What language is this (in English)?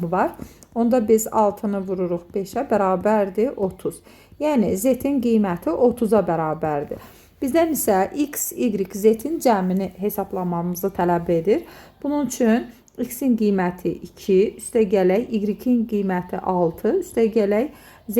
Azerbaijani